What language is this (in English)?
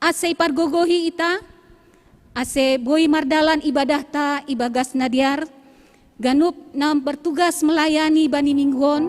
Batak Simalungun